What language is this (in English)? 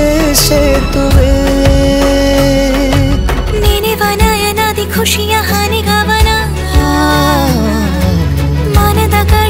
Kannada